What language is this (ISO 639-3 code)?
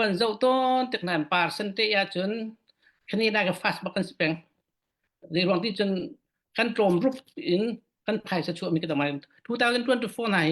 cfm